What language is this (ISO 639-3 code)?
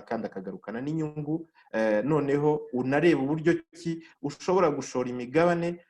kin